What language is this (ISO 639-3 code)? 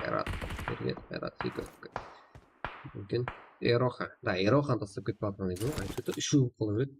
kaa